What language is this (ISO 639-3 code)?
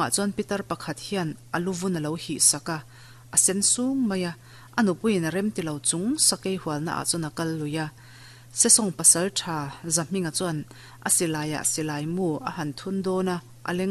lus